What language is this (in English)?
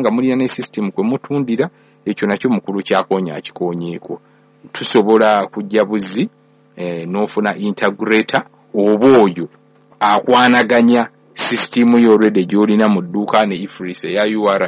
Ganda